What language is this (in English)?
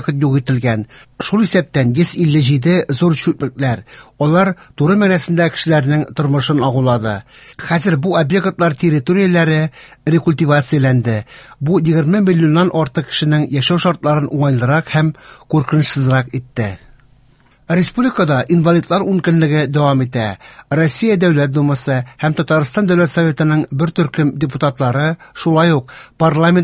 Tatar